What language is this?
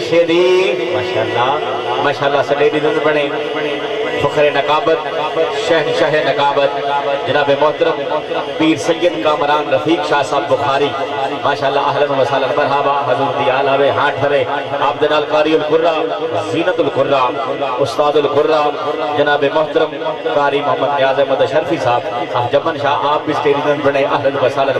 Saraiki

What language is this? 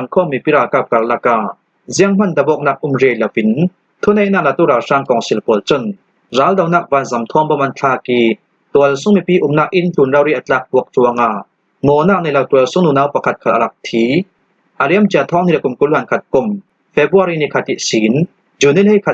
Hakha Chin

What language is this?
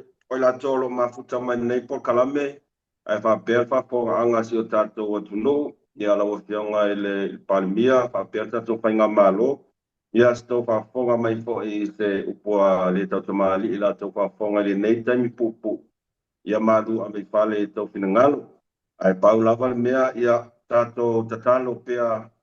Samoan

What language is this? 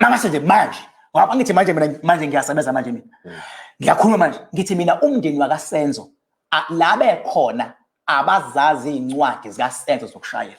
Zulu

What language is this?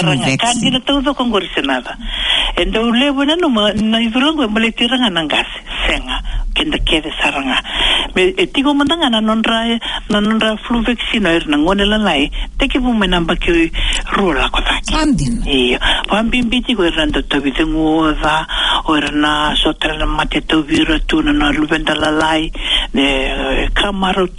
Fijian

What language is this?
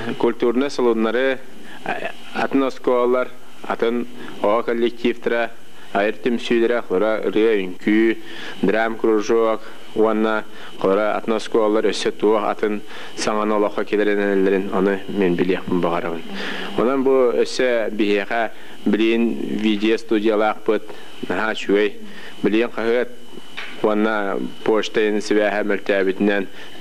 Yakut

